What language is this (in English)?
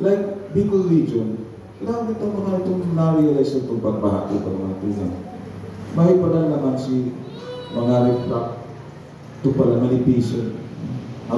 Bikol